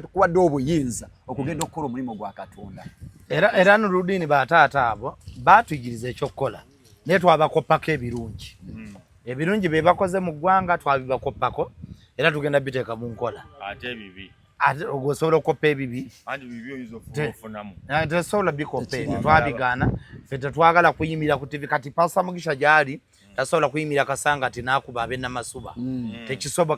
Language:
Ganda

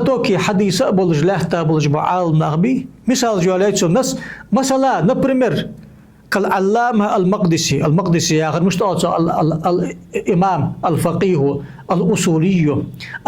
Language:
Ingush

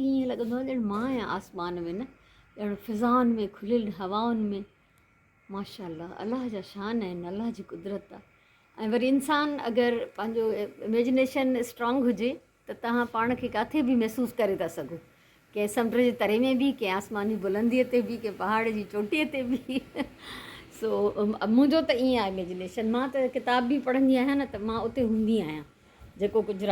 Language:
Sindhi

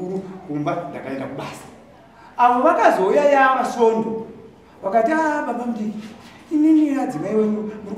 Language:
Shona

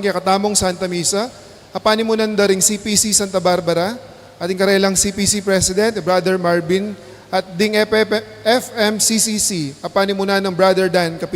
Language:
Pampanga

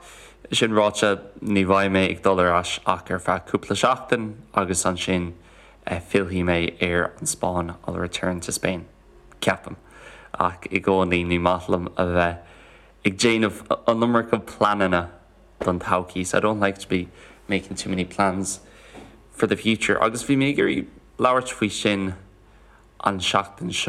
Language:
Irish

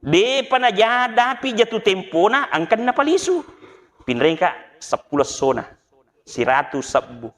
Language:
Buginese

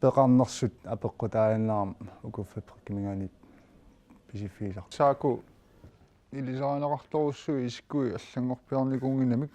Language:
Kalaallisut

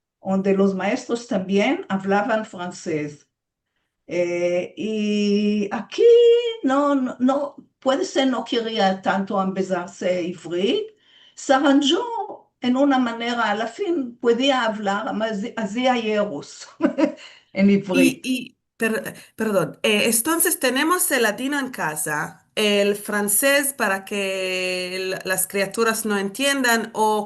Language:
Ladino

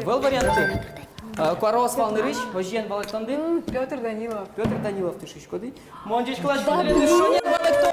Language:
Udmurt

